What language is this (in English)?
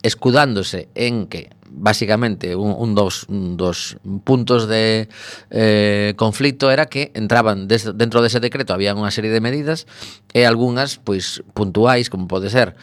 Galician